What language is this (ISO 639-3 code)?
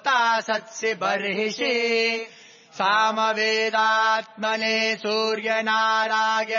san